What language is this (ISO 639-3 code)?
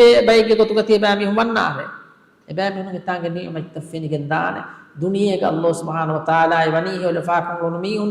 div